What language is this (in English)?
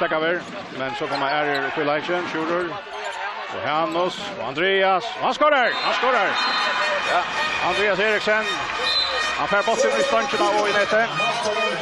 Faroese